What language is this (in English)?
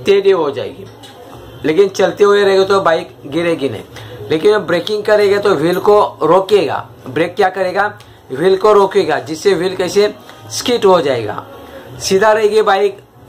Hindi